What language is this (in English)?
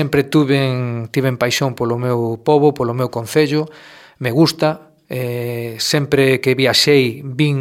Galician